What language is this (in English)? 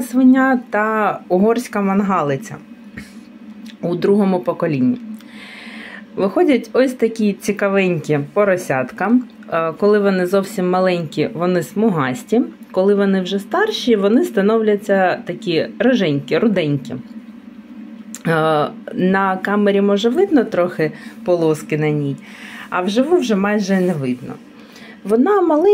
Ukrainian